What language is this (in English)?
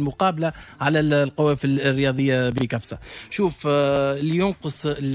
Tunisian Arabic